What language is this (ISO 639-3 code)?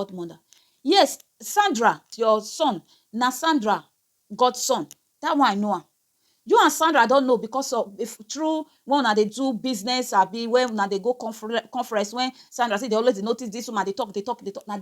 pcm